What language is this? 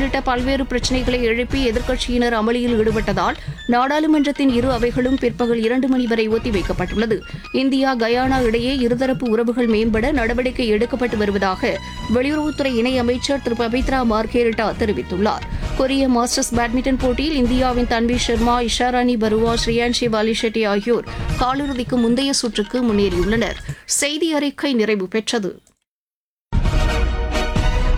Tamil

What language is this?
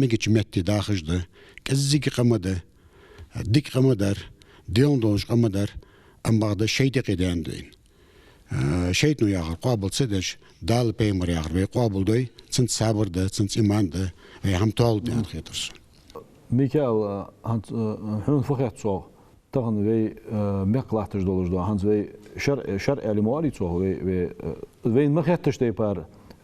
Ingush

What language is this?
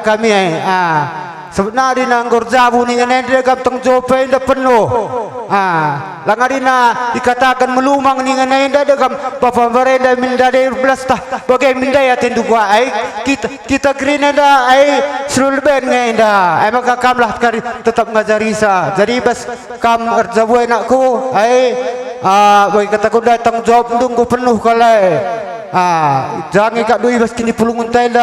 Batak Karo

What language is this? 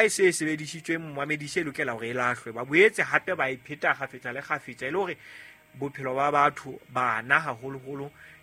Southern Sotho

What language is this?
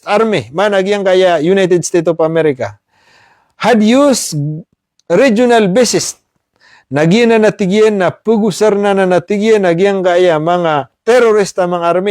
Maranao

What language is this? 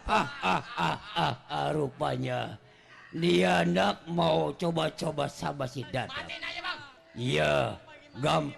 Betawi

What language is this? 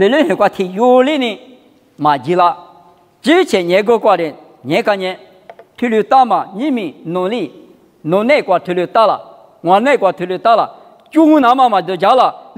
Lisu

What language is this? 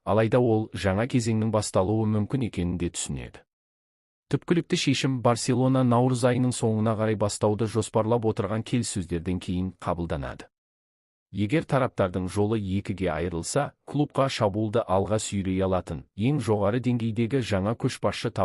Kazakh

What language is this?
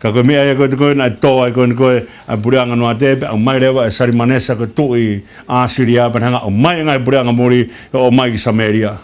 Tongan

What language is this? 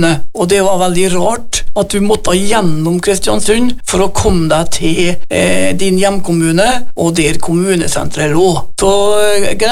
Norwegian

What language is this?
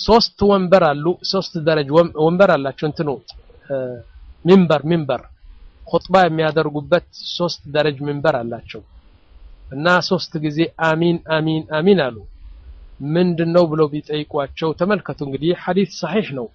Amharic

